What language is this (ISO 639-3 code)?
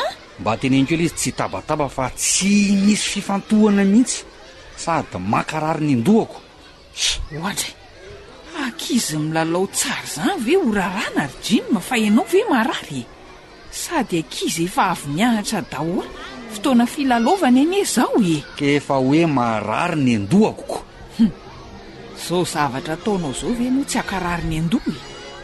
mlg